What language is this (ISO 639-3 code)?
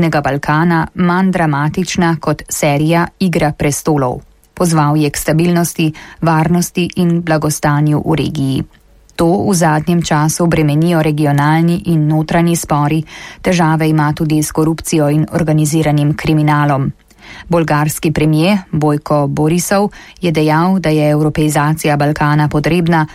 slv